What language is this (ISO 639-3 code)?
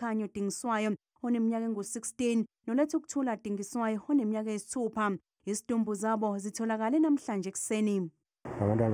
zul